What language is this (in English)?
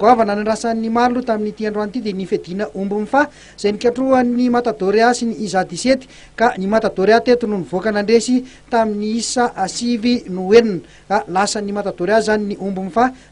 Malagasy